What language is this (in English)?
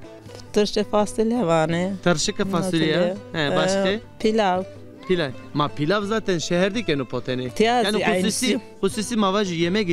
Zaza